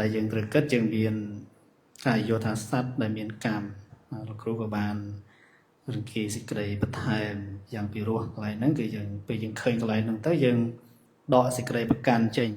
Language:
Khmer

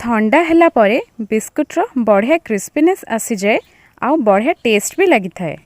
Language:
Odia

